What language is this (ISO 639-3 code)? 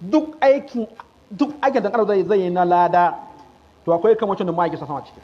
hau